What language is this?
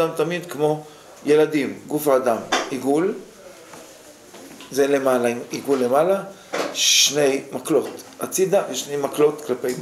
Hebrew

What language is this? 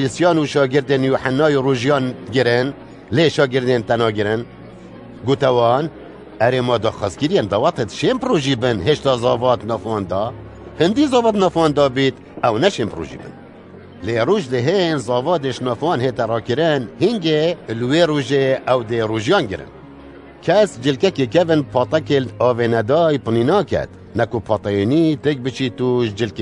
Kurdish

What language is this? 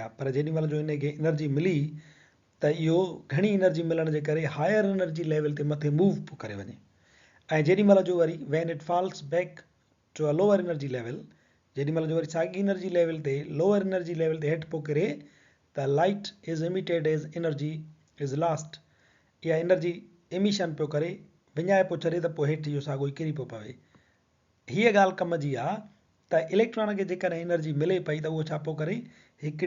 Sindhi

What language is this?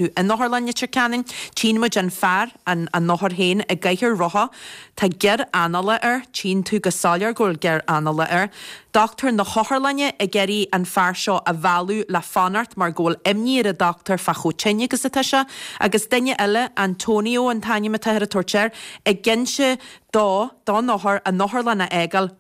Irish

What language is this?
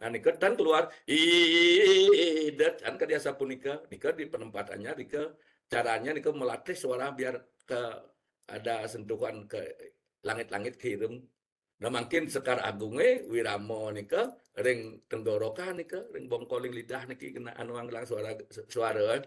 Balinese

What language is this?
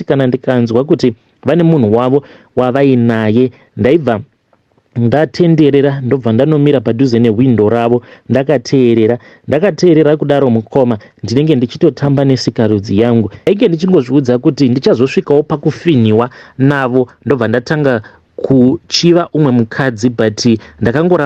Shona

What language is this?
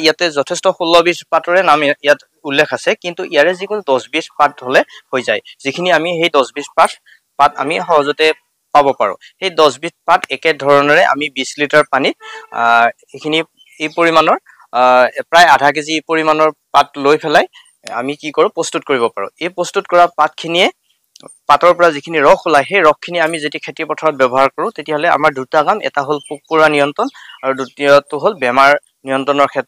Assamese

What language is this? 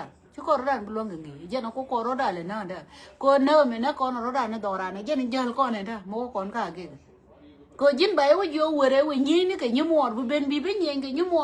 Nuer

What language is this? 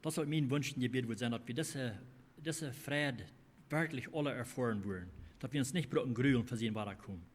Plautdietsch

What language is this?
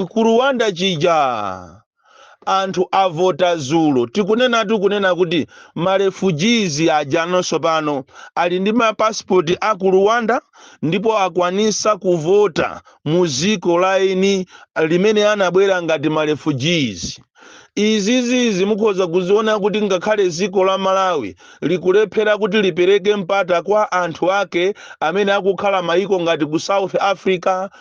Nyanja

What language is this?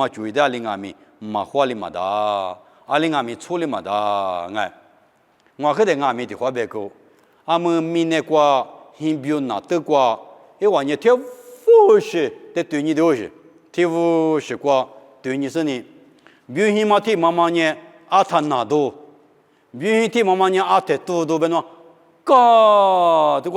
Lisu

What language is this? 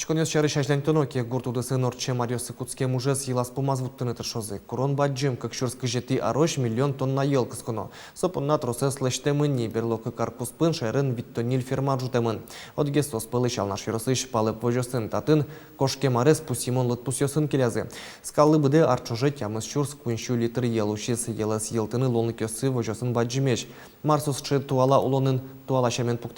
Udmurt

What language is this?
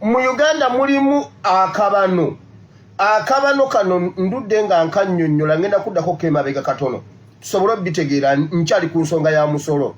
Ganda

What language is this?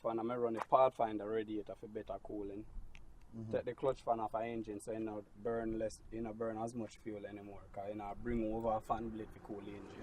Jamaican Creole English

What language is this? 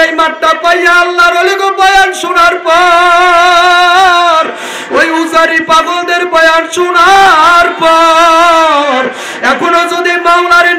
Bangla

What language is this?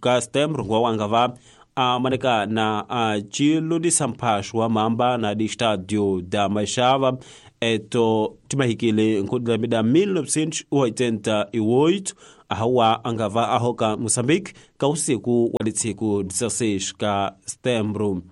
Tsonga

